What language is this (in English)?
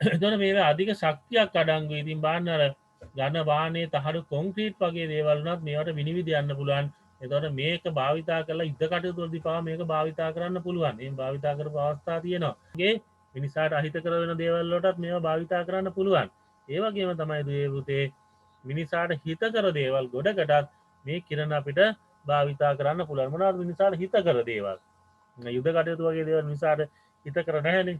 Sinhala